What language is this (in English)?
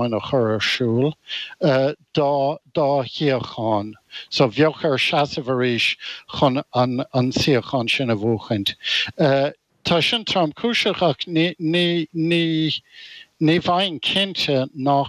Irish